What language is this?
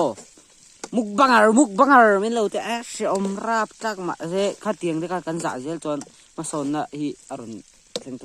Mizo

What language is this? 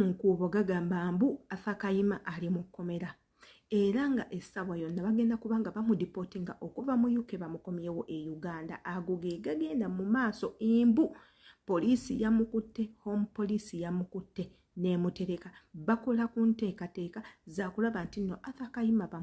Ganda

